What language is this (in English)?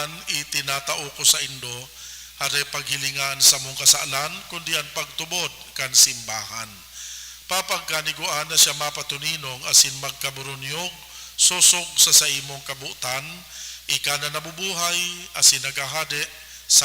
Bikol